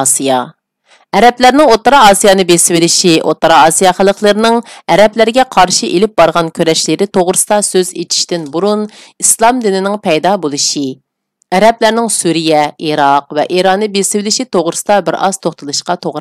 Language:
Uyghur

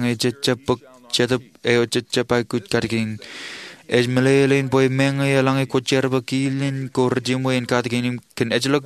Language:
Marshallese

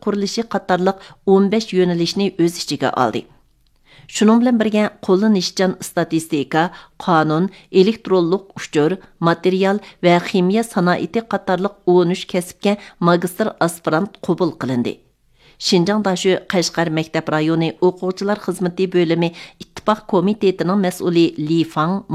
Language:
Uyghur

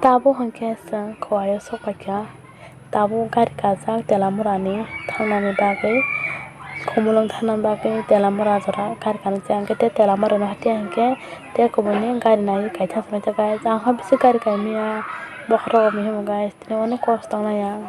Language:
Kok Borok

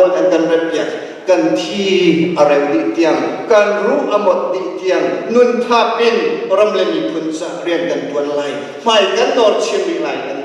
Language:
Hakha Chin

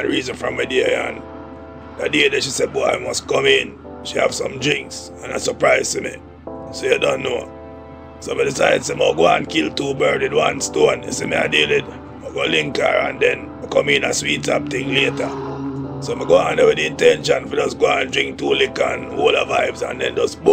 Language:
Jamaican Creole English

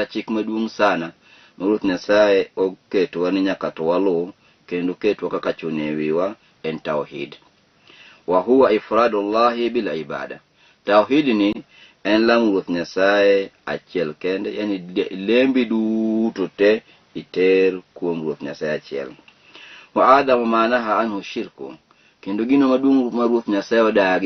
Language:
Luo (Kenya and Tanzania)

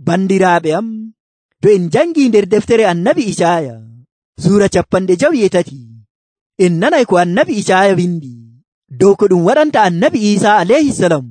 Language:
Nigerian Fulfulde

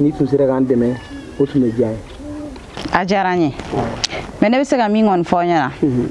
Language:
Bambara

